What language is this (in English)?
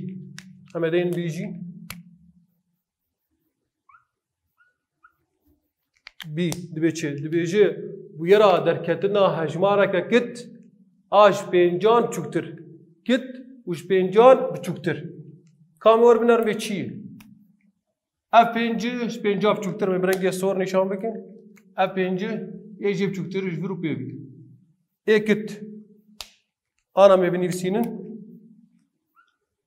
Kurdish